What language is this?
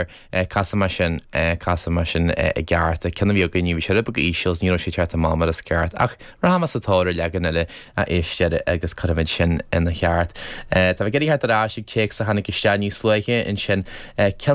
Irish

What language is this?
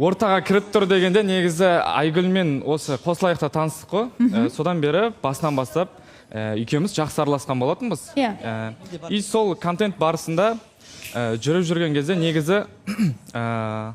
Kazakh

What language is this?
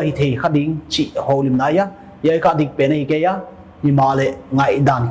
Paite Chin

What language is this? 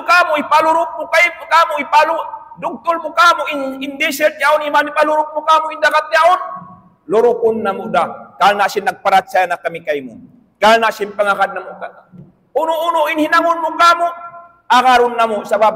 Tausug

